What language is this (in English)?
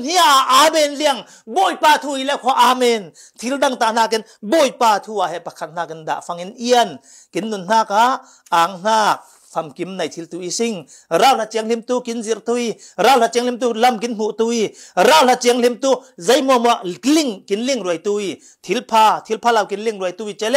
Falam Chin